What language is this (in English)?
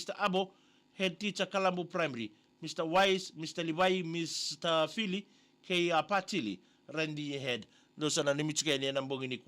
Fijian